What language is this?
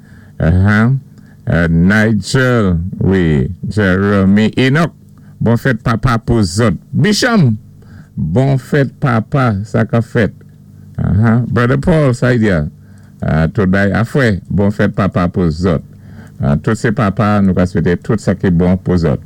Saint Lucian Creole French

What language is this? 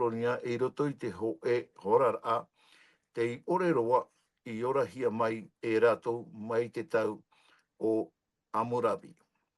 Tahitian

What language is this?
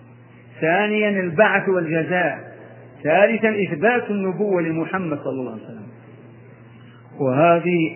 Arabic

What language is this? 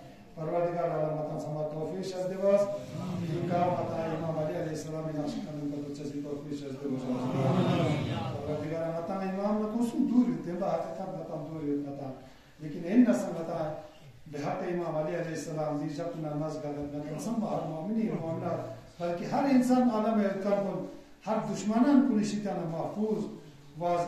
Urdu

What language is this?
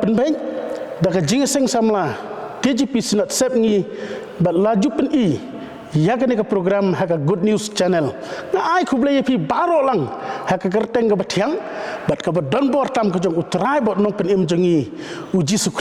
Khasi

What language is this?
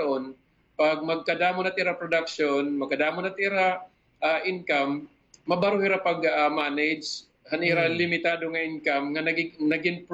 Waray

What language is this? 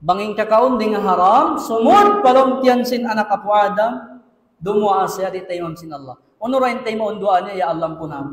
Tausug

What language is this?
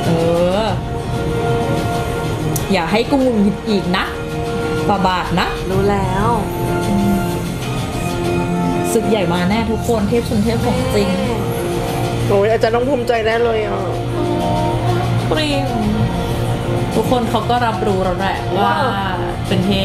Thai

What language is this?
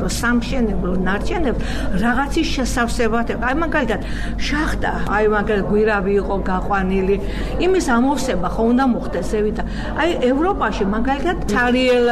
Georgian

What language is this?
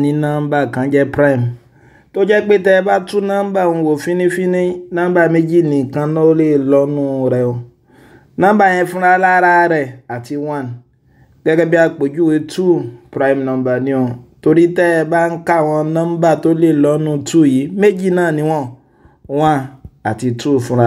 Yoruba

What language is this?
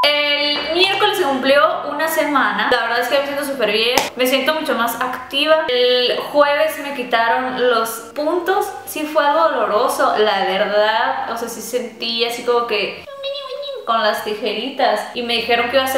Spanish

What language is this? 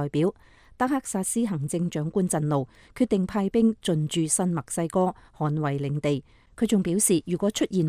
Cantonese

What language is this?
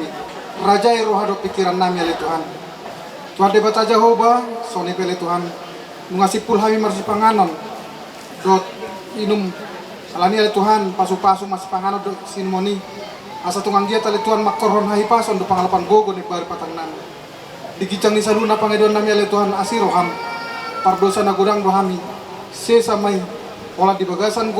Batak Toba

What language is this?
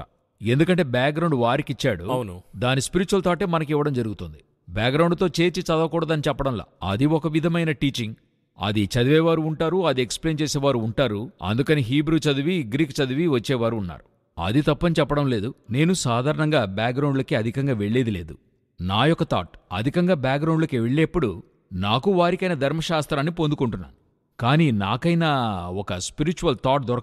Telugu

